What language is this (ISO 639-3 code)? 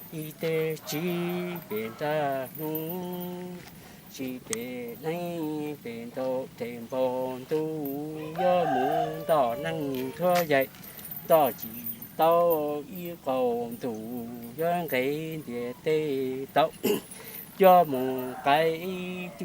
hmn